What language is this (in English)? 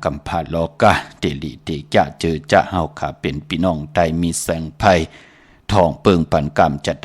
Shan